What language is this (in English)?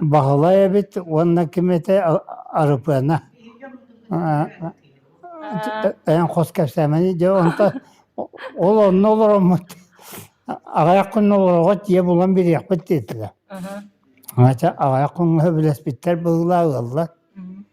Yakut